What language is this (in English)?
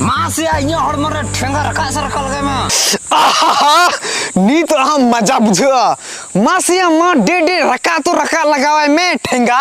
Santali